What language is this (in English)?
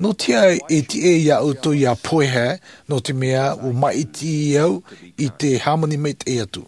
Tahitian